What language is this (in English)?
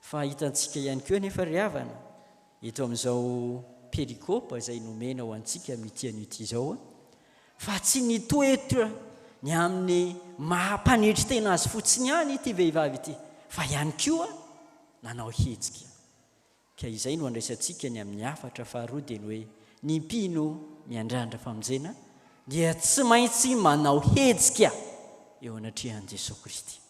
Malagasy